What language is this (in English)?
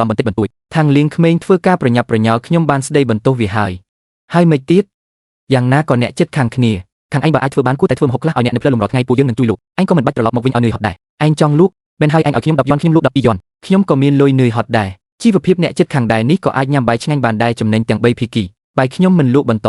Khmer